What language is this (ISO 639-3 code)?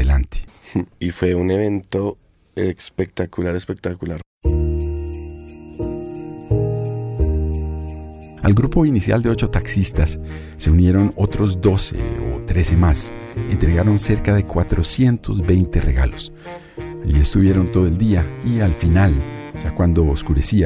spa